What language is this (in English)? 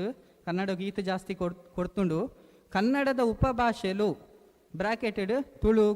Tulu